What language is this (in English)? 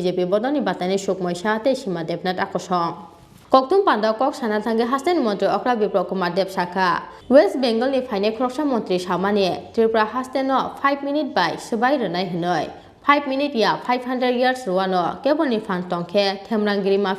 Kok Borok